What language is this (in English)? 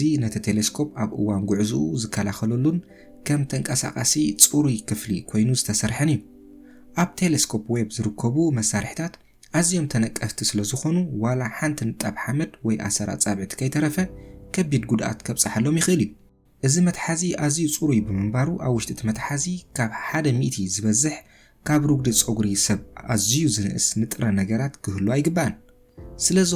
Tigrinya